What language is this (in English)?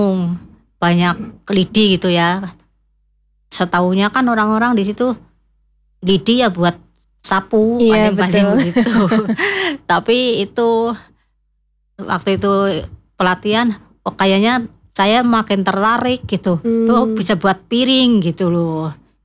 Indonesian